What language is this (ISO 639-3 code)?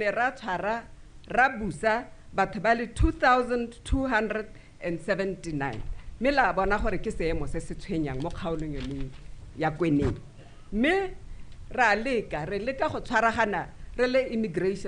tsn